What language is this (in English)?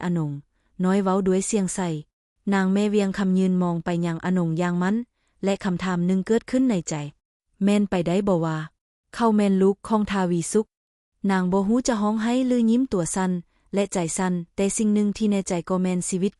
Lao